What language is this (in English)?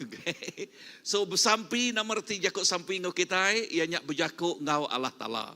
Iban